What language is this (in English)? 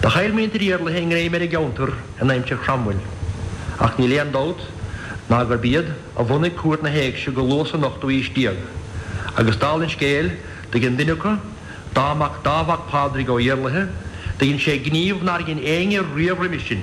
Irish